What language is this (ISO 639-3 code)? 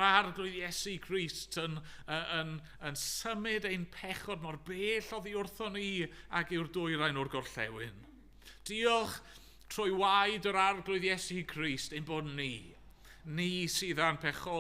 cym